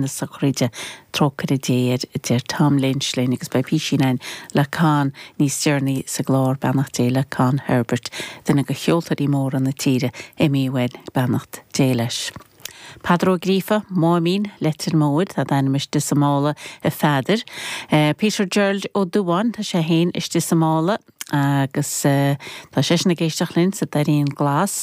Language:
Irish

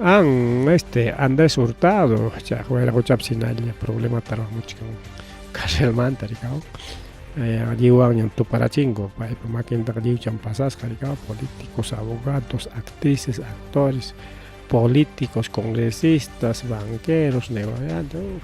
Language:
Ayacucho Quechua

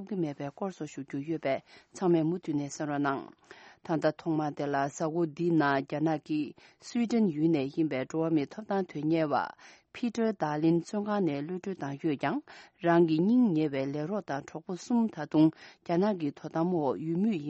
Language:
Tibetan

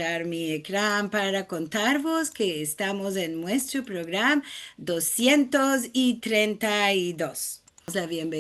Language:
Ladino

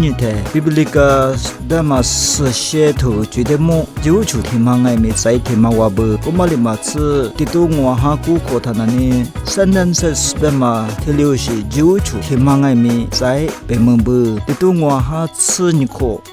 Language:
Lisu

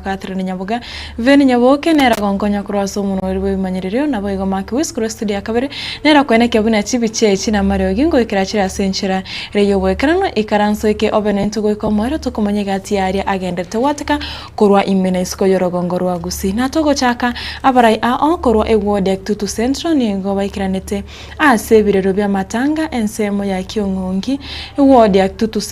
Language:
Gusii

